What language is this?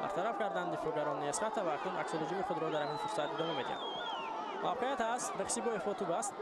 Tajik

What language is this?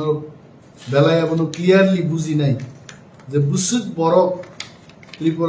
Kok Borok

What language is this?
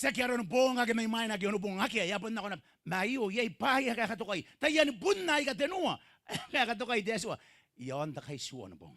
Gilbertese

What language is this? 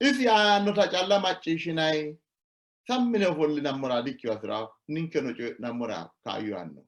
Sidamo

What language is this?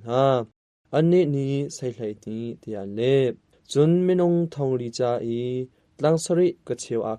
Hakha Chin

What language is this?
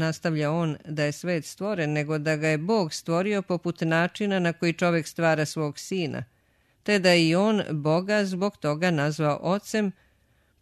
Serbian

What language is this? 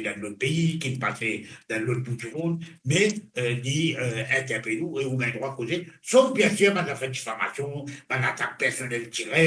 Morisyen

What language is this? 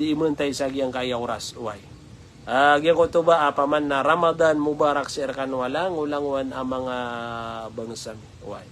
Maranao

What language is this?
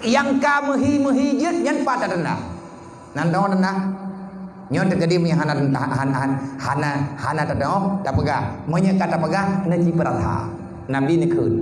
Achinese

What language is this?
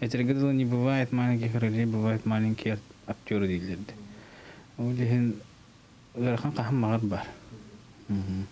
Yakut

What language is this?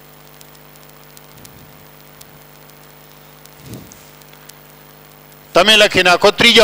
Gujarati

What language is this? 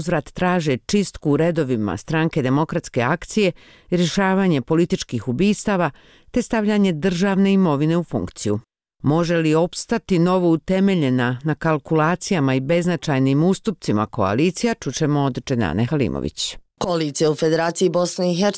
Bosnian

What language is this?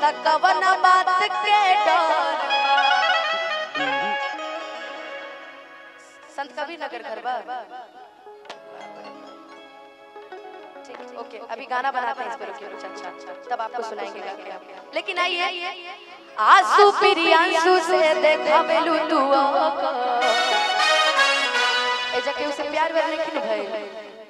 Bhojpuri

